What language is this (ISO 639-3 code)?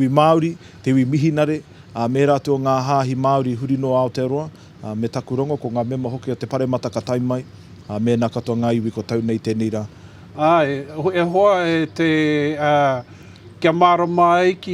mri